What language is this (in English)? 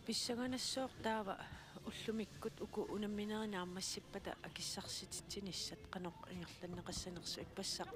Kalaallisut